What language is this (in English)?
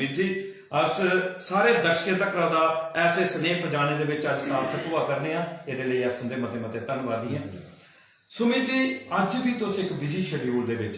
Dogri